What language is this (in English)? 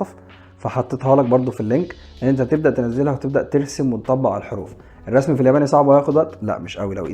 Egyptian Arabic